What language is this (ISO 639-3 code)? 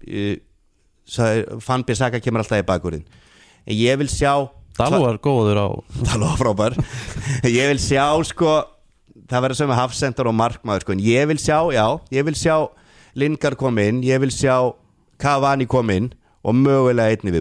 isl